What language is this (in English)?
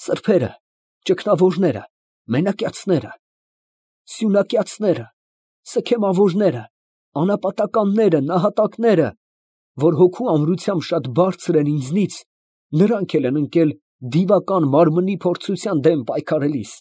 Armenian